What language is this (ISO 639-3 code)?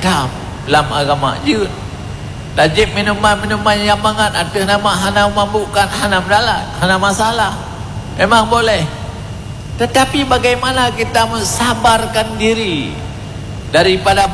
ace